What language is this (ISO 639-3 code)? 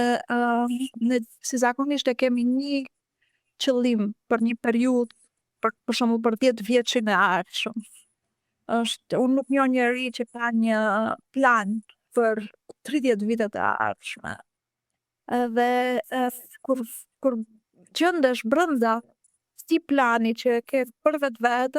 sqi